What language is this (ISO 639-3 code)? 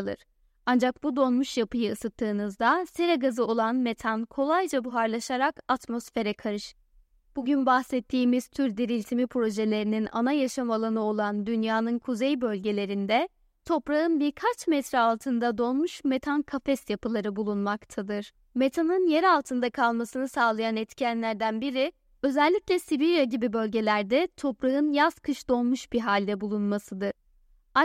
tur